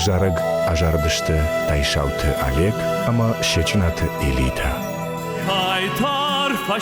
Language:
Ossetic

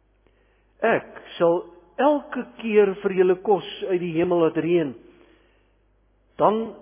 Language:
Afrikaans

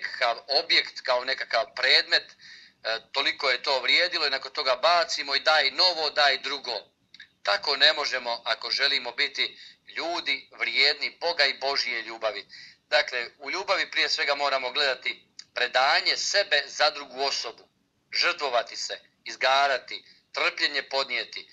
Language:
Croatian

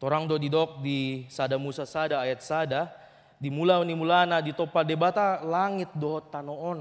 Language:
Batak Toba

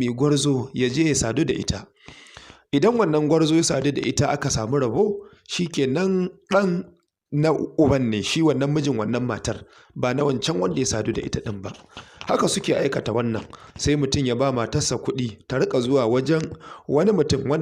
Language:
Hausa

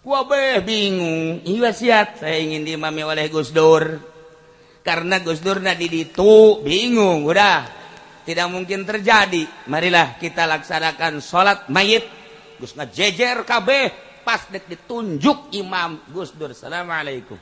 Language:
Sundanese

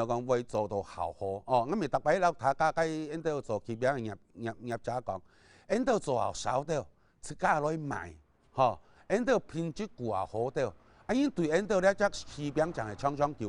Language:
Hakka Chinese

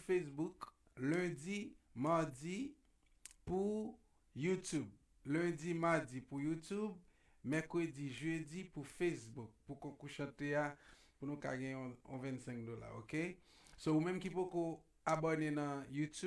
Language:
Haitian Creole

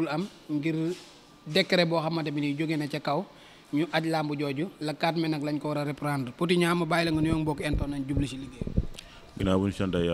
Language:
Wolof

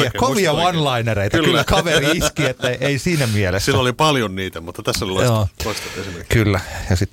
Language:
Finnish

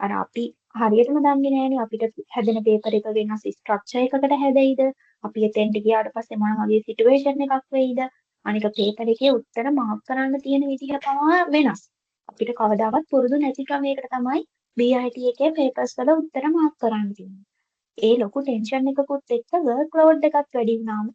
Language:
Sinhala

